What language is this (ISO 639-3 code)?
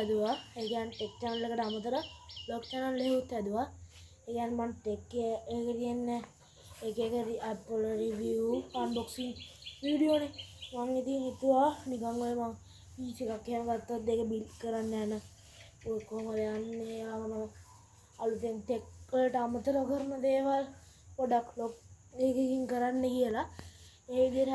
sin